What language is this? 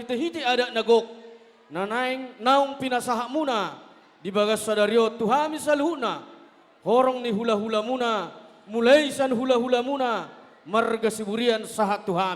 Batak Toba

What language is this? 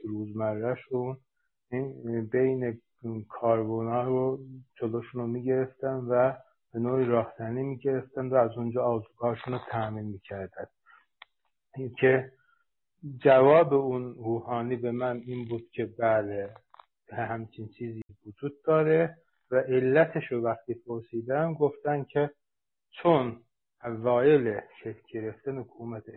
Persian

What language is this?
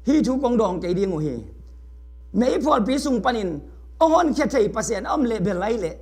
Tedim Chin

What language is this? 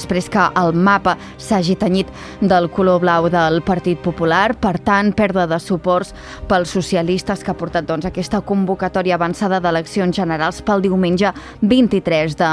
Catalan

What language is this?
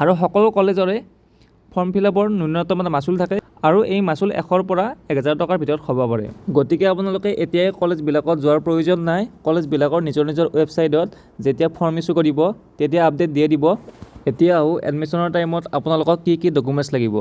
Assamese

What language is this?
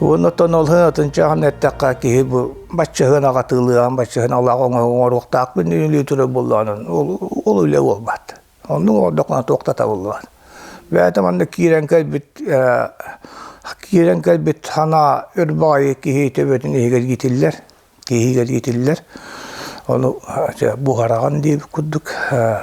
Yakut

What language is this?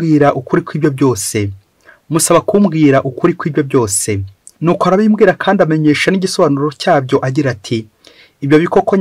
Kinyarwanda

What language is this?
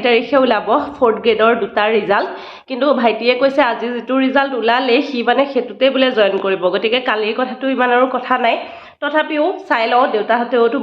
Assamese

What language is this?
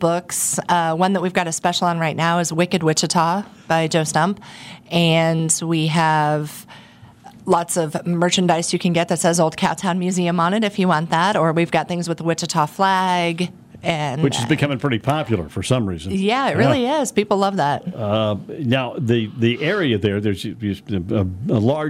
English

